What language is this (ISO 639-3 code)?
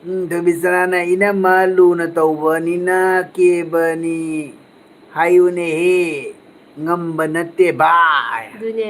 mni